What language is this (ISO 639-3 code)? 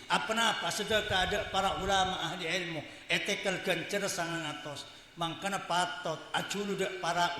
mad